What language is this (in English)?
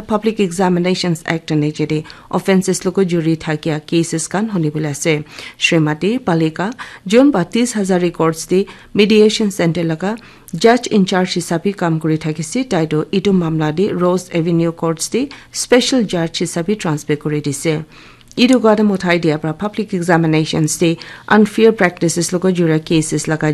Naga Pidgin